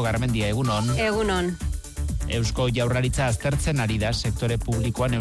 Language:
Basque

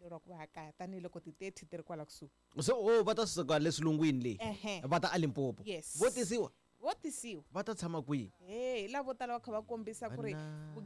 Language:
Tsonga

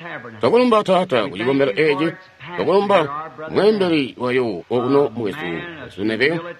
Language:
Tonga (Zambia)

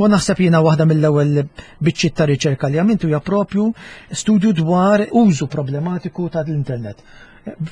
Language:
Maltese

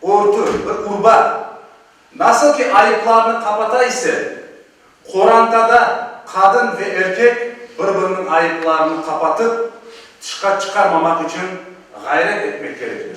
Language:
Crimean Tatar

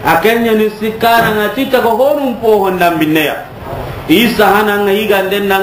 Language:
Soninke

